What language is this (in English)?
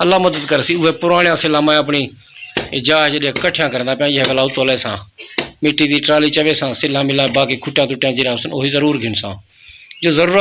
Saraiki